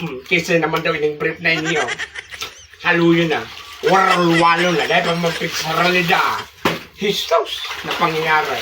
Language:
Bikol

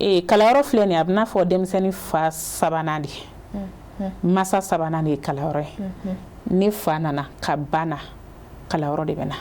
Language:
Bambara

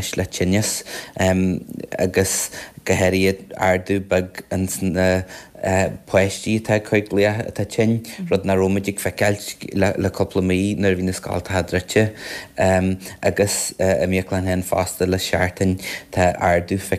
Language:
Irish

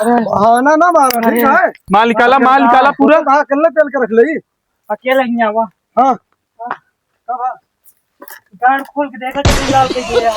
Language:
Awadhi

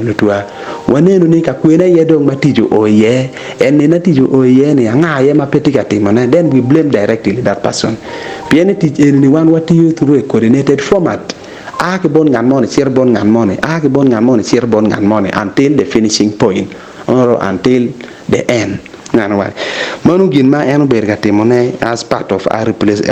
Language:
Acoli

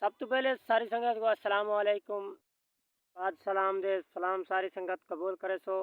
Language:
Saraiki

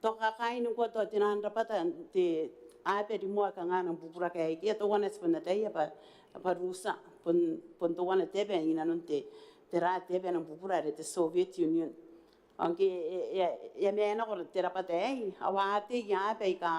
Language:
Gilbertese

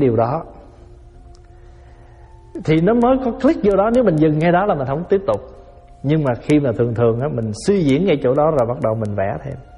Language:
Vietnamese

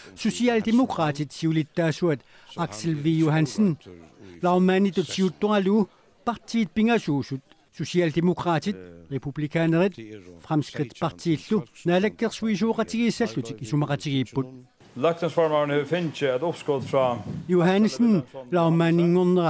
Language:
Kalaallisut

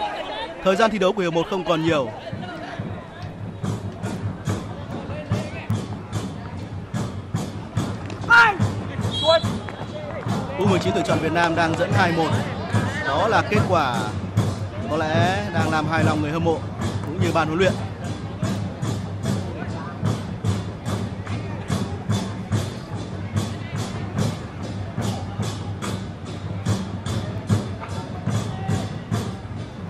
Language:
Vietnamese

